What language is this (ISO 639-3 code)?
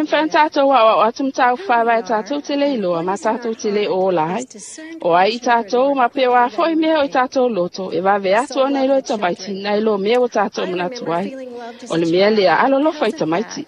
smo